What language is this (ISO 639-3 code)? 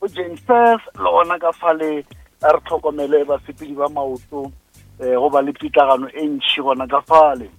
nso